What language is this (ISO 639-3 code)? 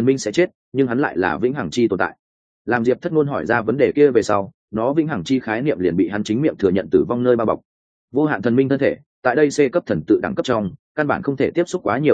vie